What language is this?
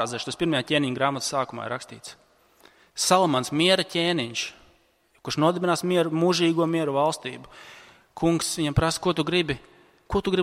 Latvian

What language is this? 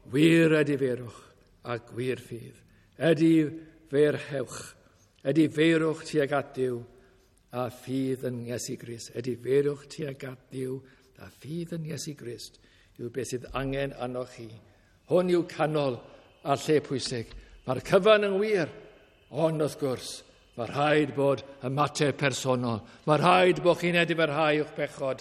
Welsh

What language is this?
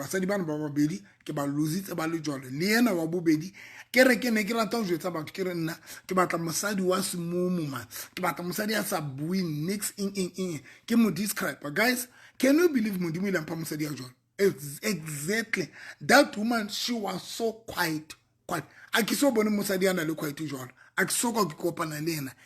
Southern Sotho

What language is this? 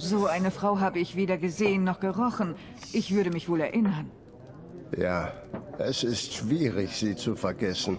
Swiss German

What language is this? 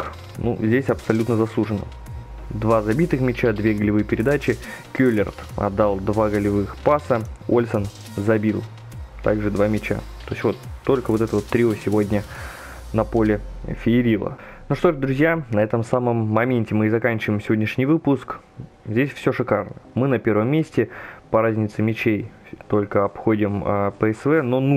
Russian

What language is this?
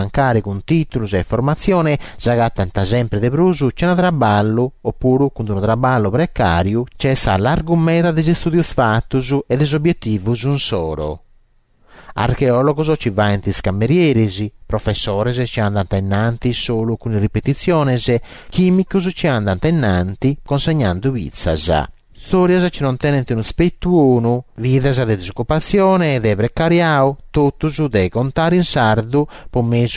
Sardinian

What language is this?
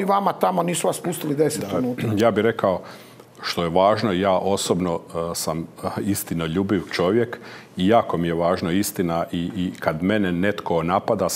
Croatian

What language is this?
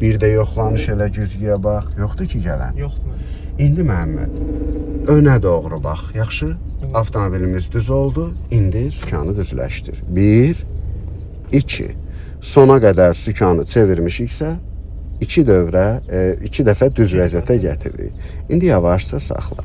Azerbaijani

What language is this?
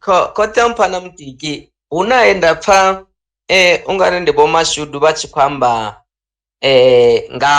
Venda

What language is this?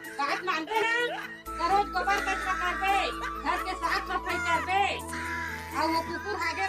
Chhattisgarhi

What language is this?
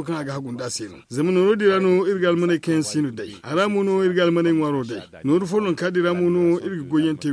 Zarma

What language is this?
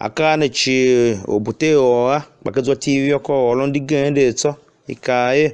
Tiv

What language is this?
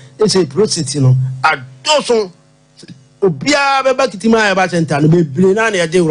Akan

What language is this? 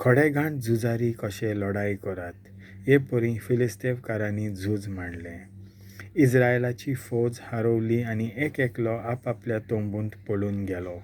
Konkani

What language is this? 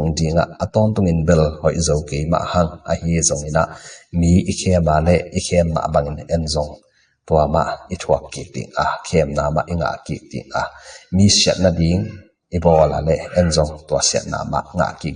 Tedim Chin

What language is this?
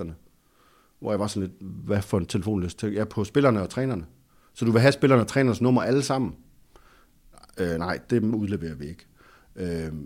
Danish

